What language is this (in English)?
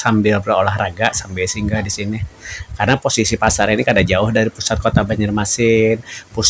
Banjar